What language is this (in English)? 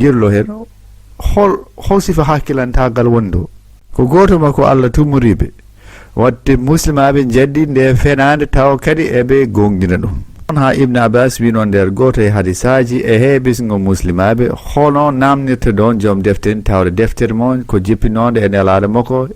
Fula